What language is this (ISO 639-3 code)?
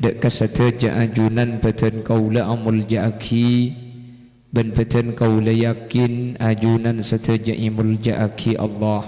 mad